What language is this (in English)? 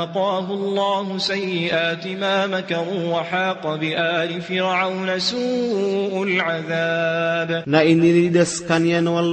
Maranao